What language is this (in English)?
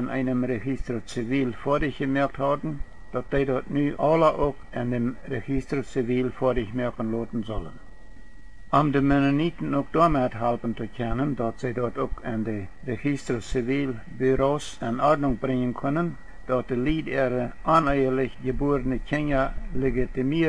Plautdietsch